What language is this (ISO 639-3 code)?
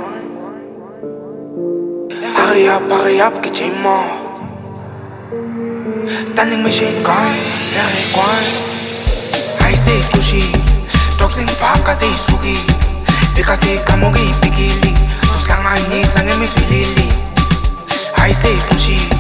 zul